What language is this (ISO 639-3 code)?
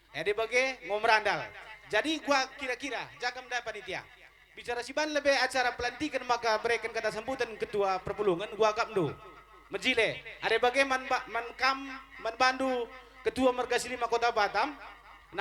btx